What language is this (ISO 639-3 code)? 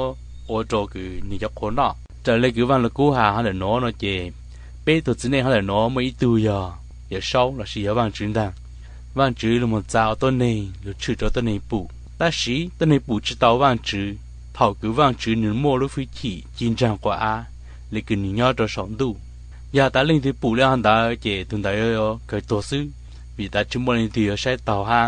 hmn